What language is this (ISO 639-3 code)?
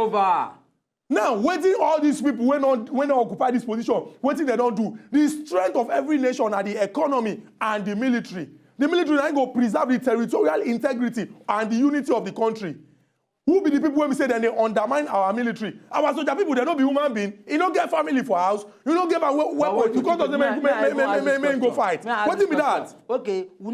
pcm